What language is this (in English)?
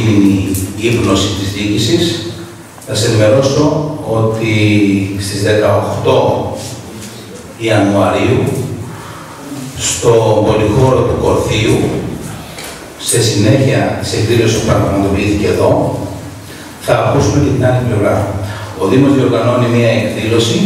Greek